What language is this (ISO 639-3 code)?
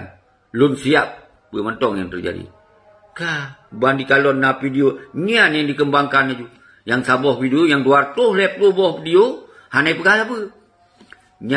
ace